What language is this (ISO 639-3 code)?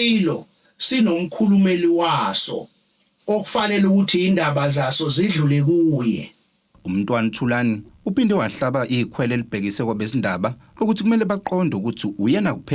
zul